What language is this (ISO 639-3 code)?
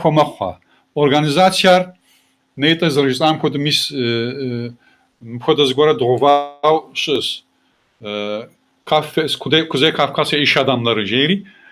kbd